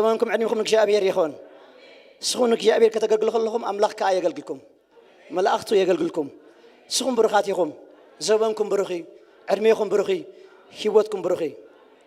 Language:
Tigrinya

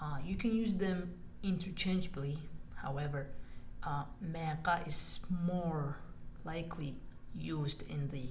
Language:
English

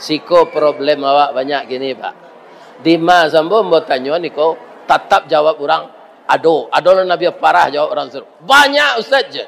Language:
Minangkabau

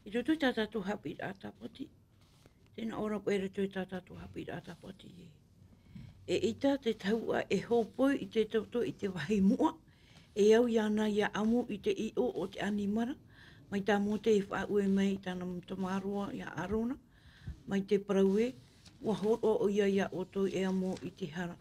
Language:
Tahitian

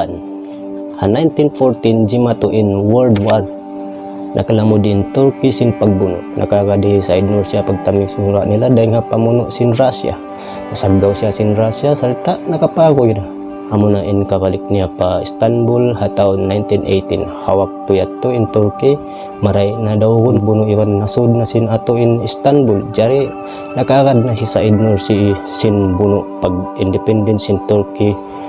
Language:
Tausug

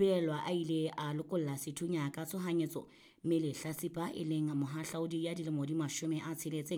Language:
Southern Sotho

